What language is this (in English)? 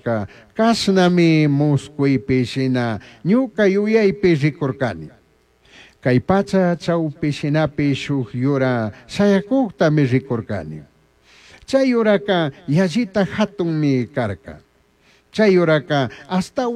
Chimborazo Highland Quichua